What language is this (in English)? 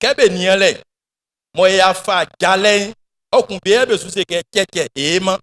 Baoulé